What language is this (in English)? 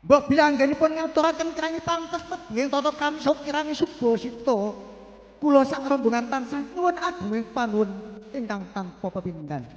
Javanese